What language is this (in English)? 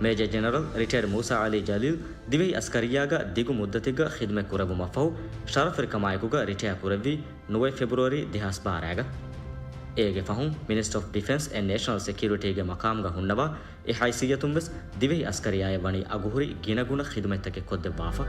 Divehi